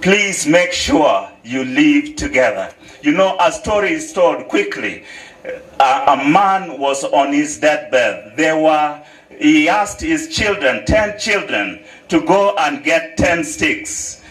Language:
Gusii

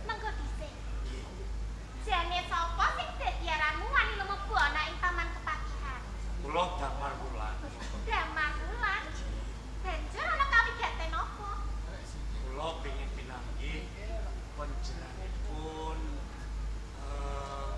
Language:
Javanese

